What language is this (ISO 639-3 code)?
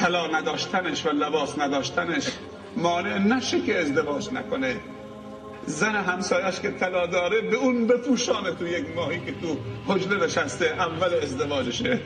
fas